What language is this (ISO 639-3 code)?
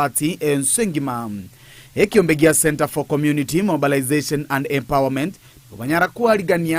guz